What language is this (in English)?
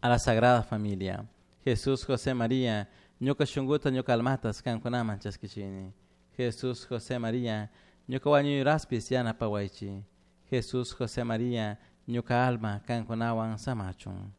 Chimborazo Highland Quichua